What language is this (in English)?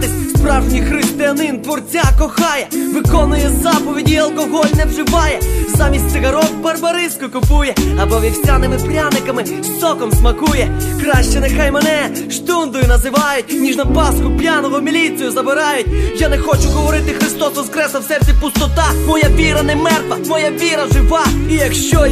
Ukrainian